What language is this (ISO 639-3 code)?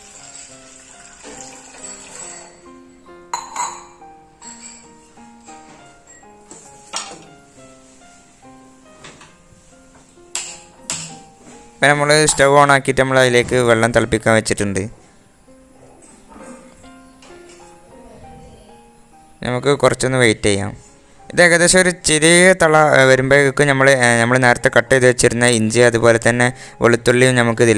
mal